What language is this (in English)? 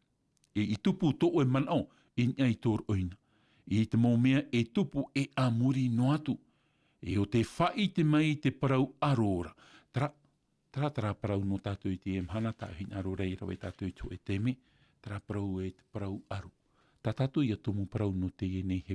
Tahitian